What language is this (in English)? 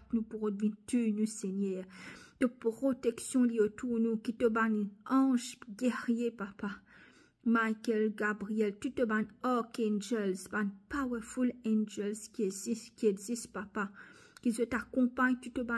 Morisyen